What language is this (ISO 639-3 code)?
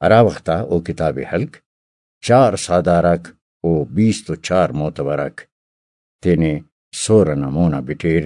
brh